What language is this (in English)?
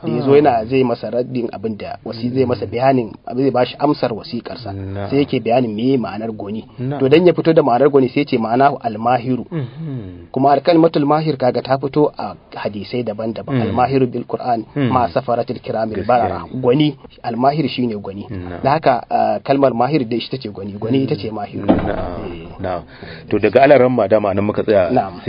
Hausa